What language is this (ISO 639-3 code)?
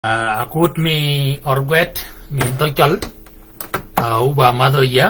shk